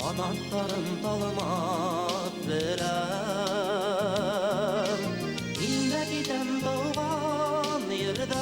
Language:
Bashkir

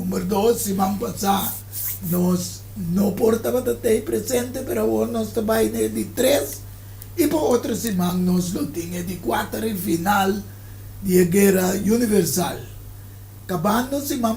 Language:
Papiamento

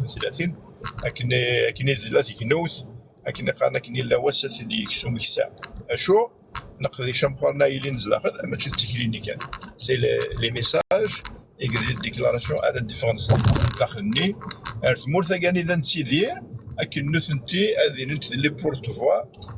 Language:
Kabyle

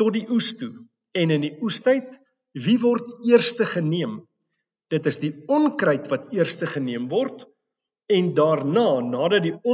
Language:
Afrikaans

